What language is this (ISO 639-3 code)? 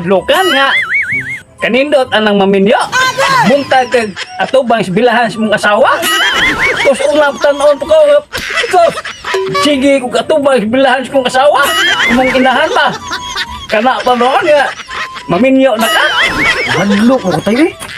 ceb